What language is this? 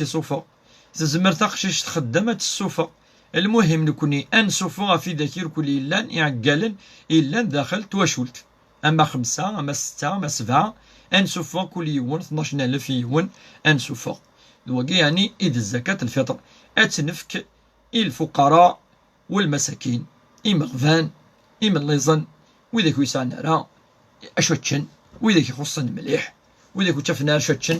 Kabyle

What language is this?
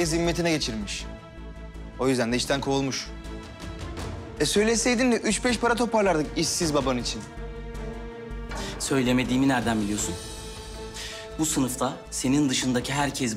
Turkish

